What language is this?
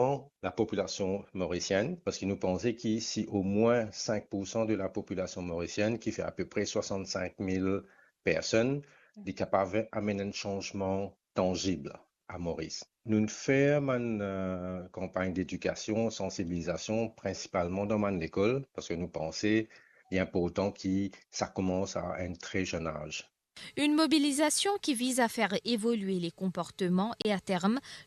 Morisyen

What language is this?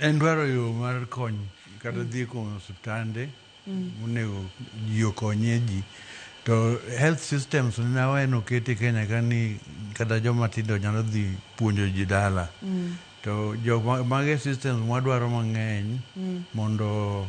Luo (Kenya and Tanzania)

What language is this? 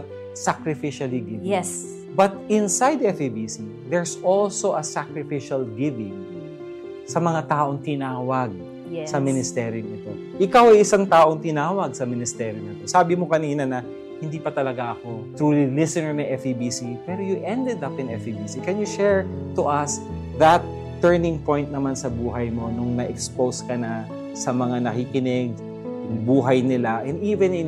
Filipino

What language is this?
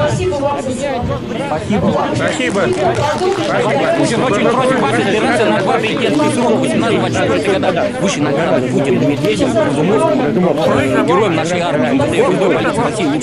Russian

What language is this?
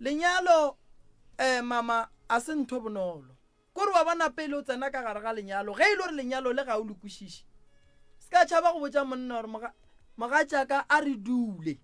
Northern Sotho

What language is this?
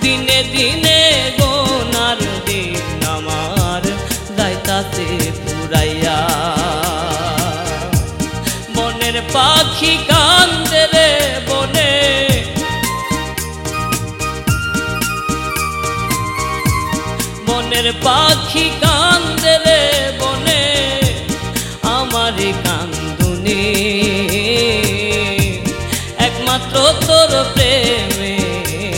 Bangla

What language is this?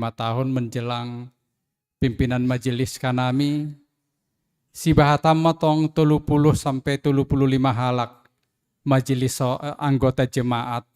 Batak Simalungun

